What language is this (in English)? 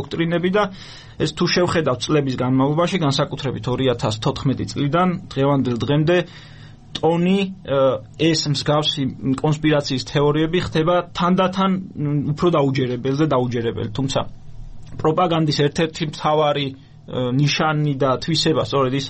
Georgian